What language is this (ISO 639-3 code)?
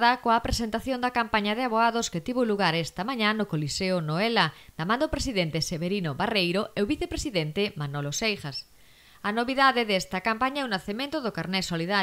glg